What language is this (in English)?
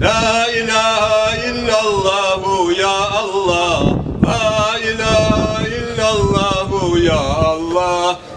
Kumyk